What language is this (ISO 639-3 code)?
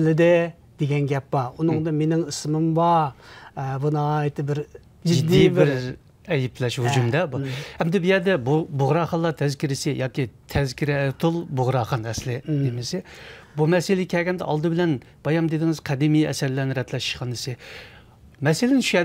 uig